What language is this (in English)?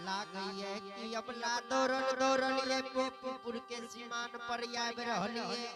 Angika